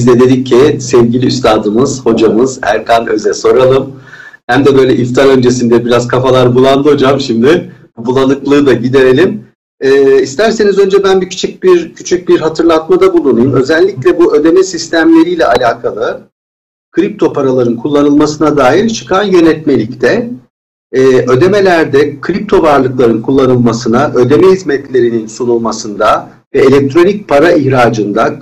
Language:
Turkish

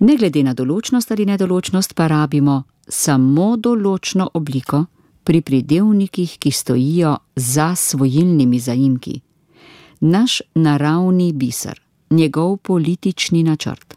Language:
Slovenian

